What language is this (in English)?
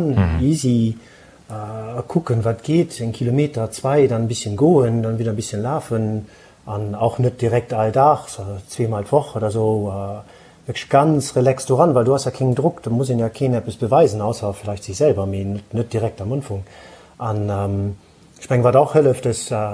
Luxembourgish